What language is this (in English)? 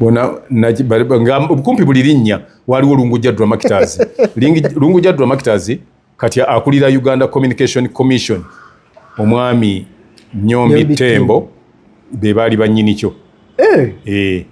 Ganda